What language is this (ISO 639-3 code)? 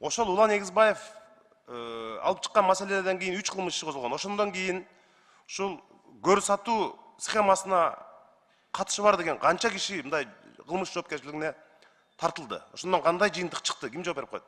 kir